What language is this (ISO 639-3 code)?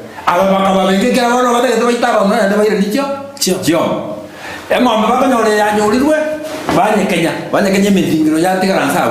guz